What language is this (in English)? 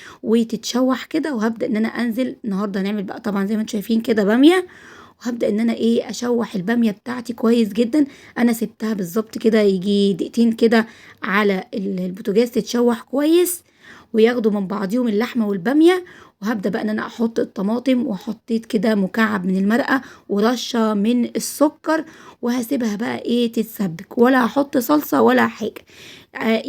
Egyptian Arabic